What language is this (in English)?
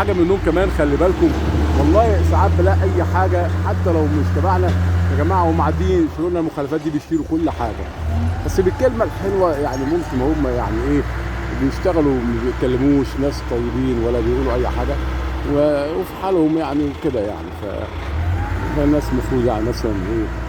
Egyptian Arabic